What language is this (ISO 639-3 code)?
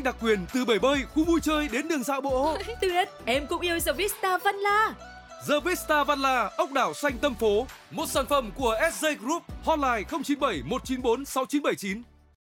vie